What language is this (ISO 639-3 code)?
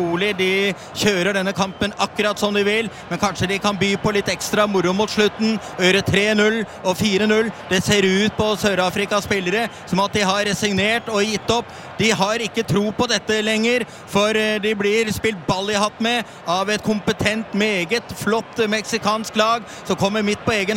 nor